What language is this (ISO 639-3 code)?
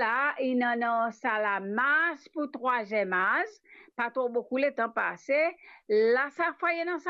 mfe